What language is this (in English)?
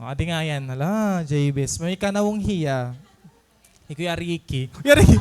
Waray